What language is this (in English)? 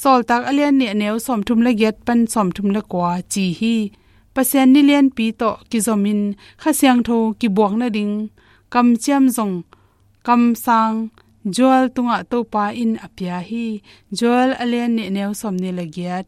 Tedim Chin